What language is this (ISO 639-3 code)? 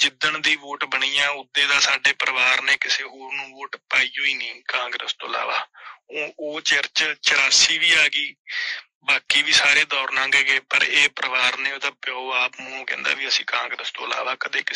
pan